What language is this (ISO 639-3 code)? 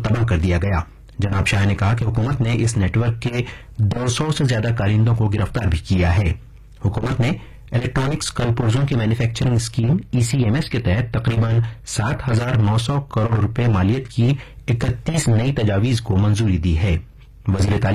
urd